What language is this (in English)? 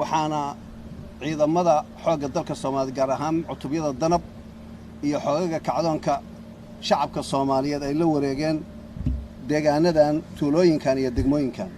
Somali